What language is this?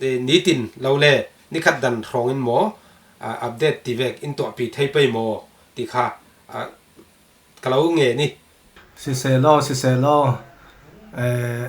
Falam Chin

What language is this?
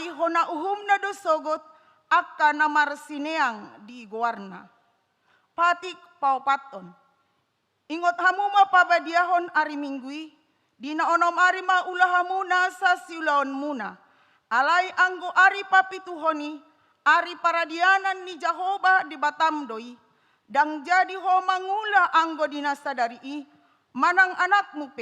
Batak Toba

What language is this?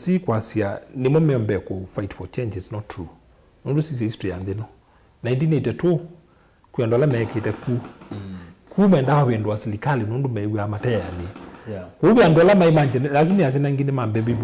Kamba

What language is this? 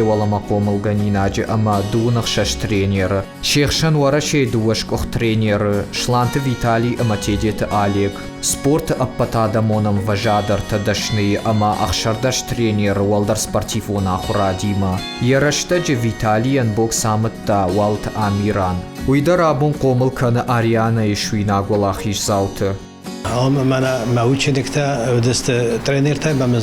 Ossetic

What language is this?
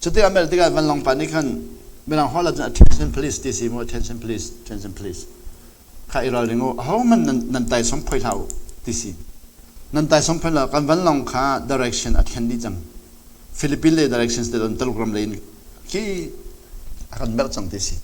Hakha Chin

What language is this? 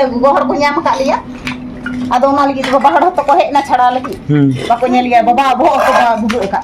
Santali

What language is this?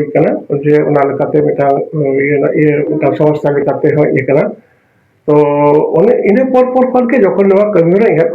Santali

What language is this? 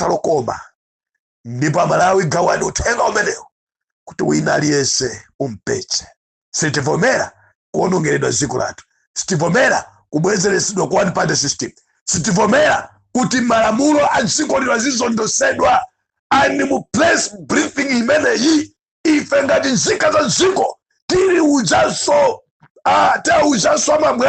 Nyanja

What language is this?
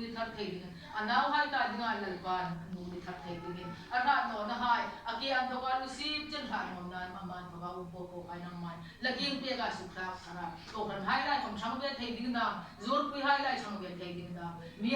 Hmar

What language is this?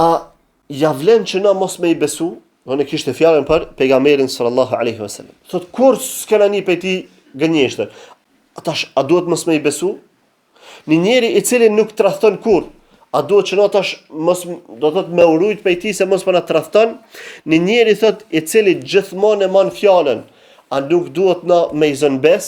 Albanian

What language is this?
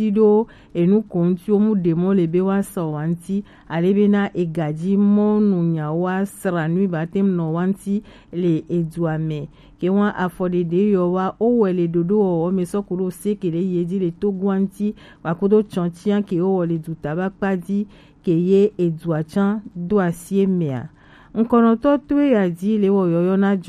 Gen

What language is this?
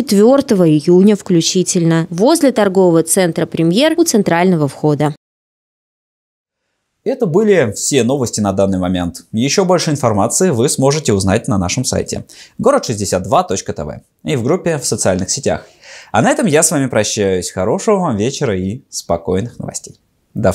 Russian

